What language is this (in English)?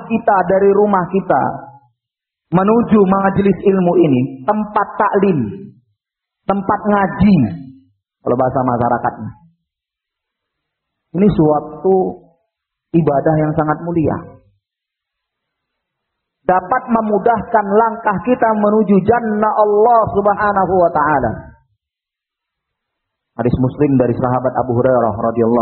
Indonesian